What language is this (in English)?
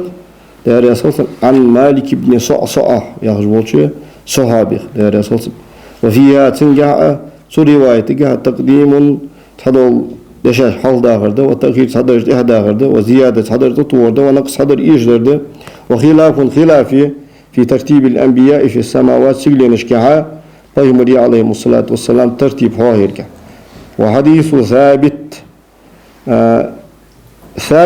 Ingush